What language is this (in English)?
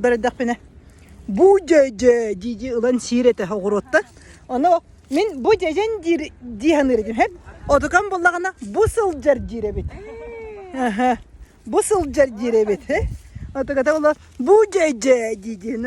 Yakut